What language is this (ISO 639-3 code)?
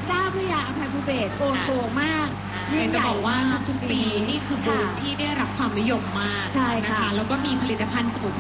tha